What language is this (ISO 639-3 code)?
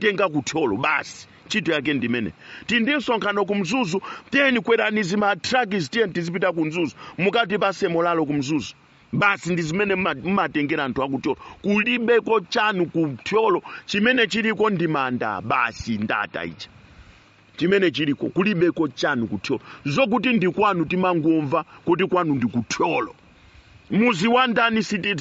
nya